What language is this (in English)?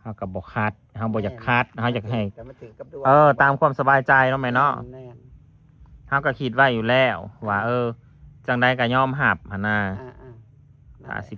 Northeastern Thai